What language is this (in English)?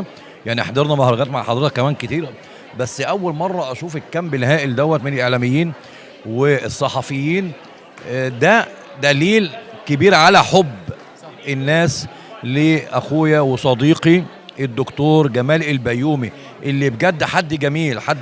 Egyptian Arabic